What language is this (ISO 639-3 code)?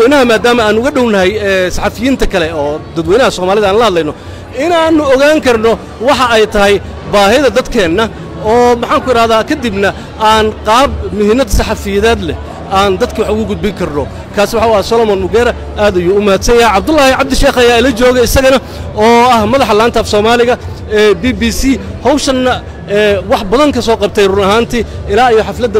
som